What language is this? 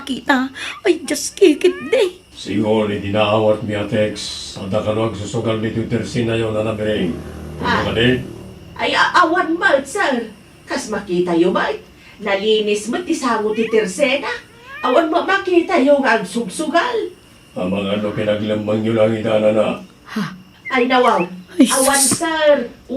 Iloko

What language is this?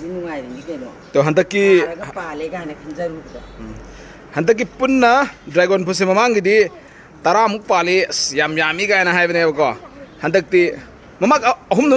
Manipuri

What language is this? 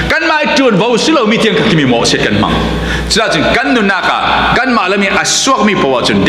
Falam Chin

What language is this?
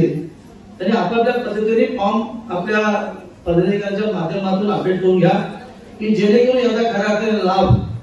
Marathi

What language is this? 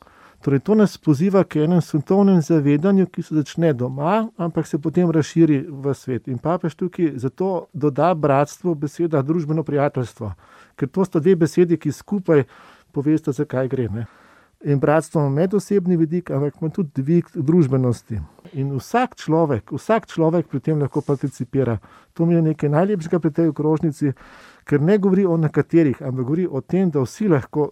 Slovenian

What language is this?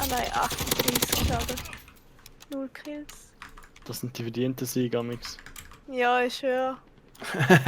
Swiss German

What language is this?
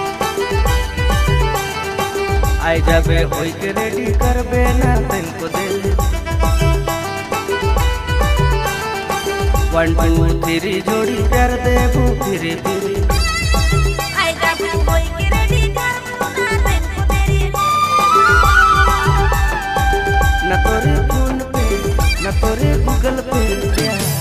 Sadri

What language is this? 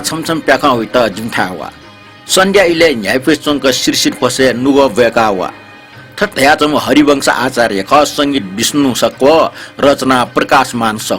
Newari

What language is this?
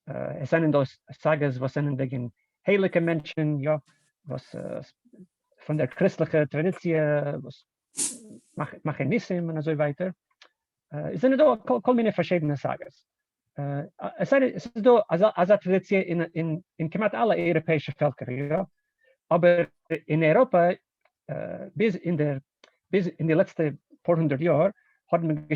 Yiddish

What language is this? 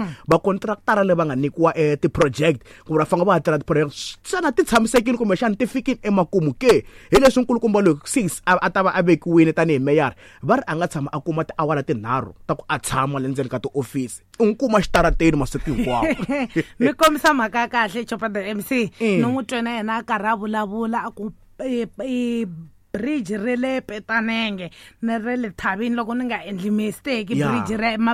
Tsonga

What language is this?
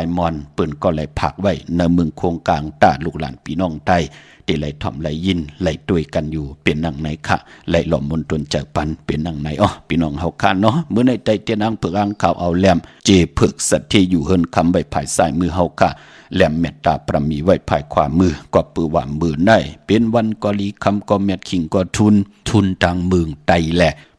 Shan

